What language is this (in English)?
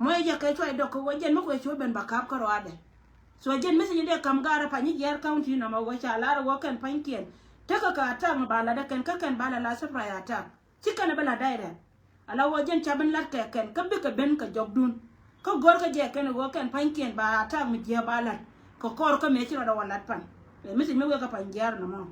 Nuer